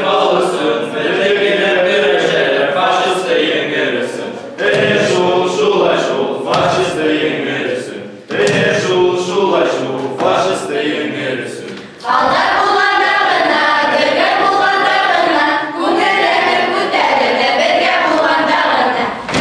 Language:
Bashkir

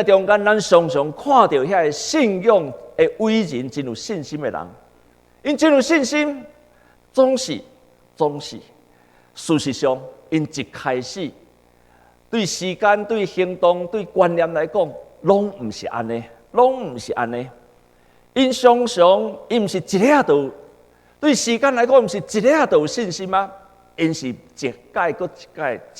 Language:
Min Nan Chinese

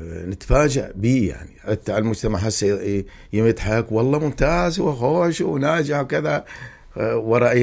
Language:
Mesopotamian Arabic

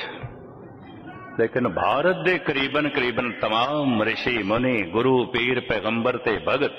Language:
Punjabi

